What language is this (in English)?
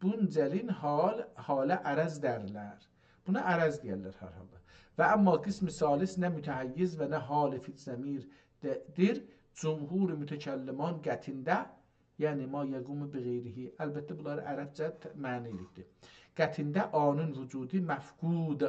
South Azerbaijani